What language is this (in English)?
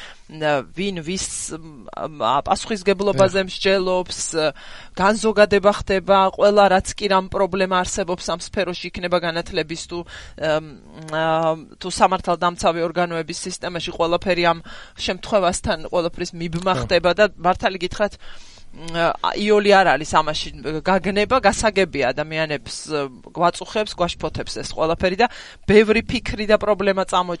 Georgian